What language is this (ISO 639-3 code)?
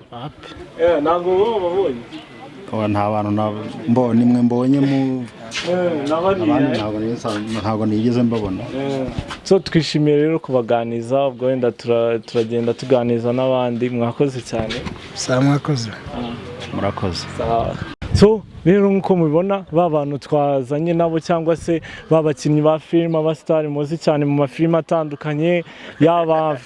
kin